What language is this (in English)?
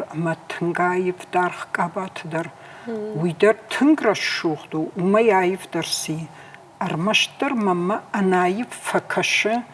Ossetic